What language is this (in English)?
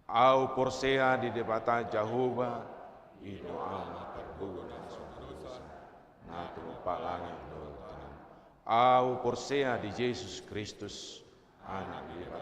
Batak Toba